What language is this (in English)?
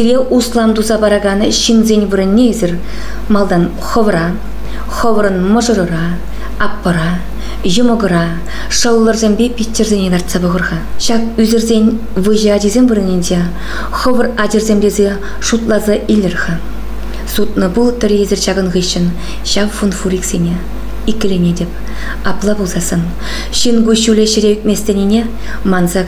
Chuvash